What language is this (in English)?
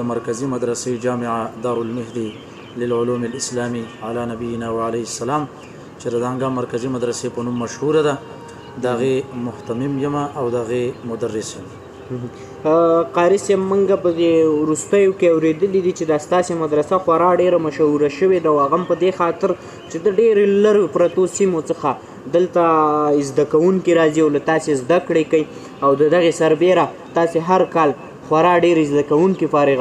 Pashto